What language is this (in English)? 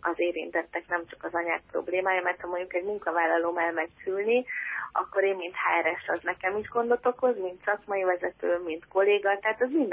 Hungarian